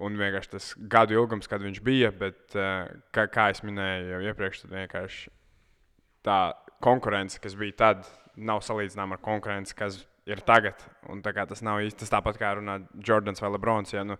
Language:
Latvian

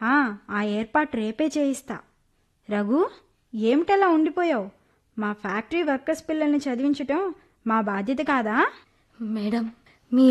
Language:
Telugu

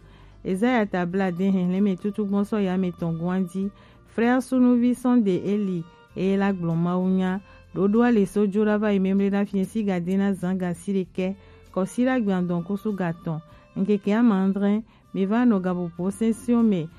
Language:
Gen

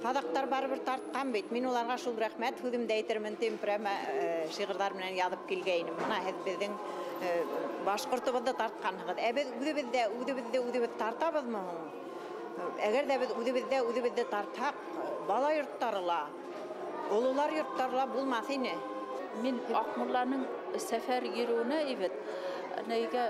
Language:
Bashkir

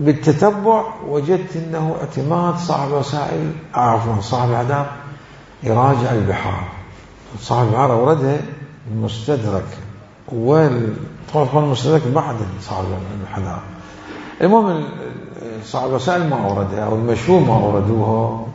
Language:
Mesopotamian Arabic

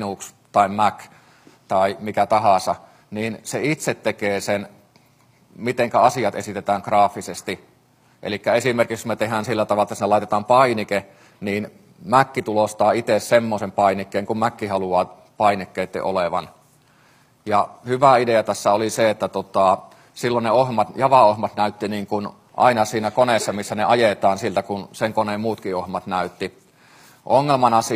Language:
Finnish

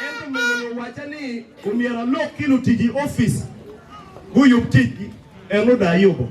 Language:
Acoli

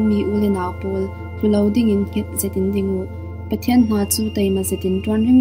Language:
Falam Chin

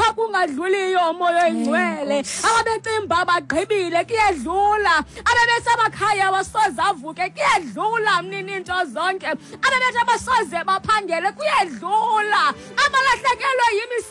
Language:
Xhosa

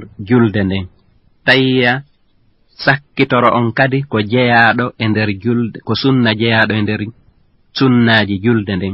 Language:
Fula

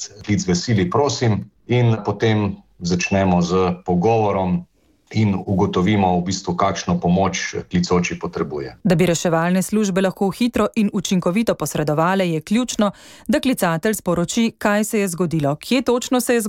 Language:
Slovenian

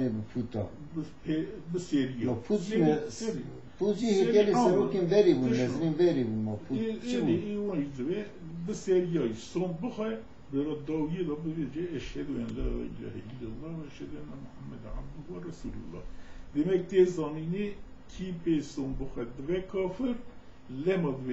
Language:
Kurdish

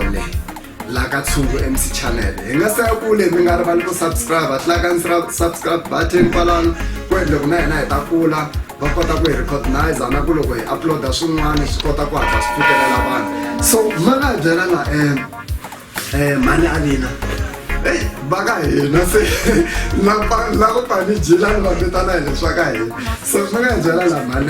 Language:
Tsonga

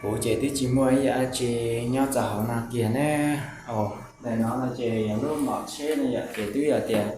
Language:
Hmong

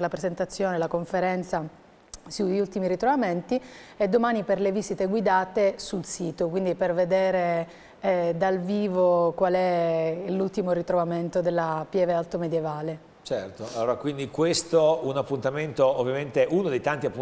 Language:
Italian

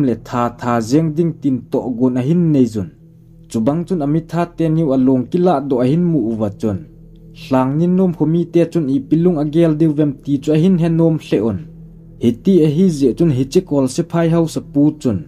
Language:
Thado Chin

